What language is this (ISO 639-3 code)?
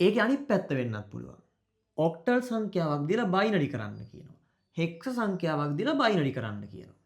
sin